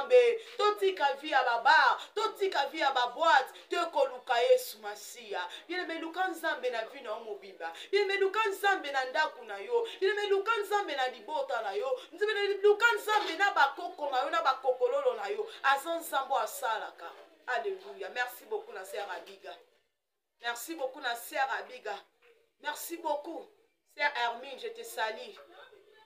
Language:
Lingala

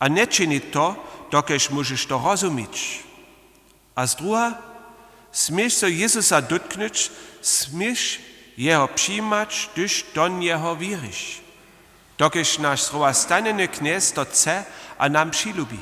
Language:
Upper Sorbian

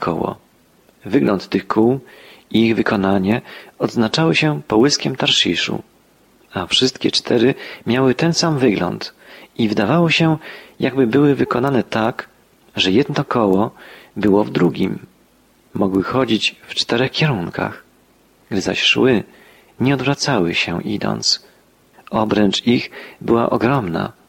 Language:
Polish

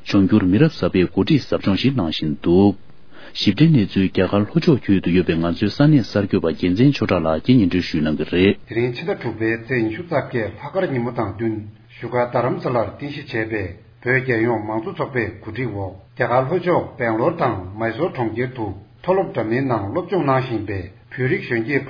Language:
Tibetan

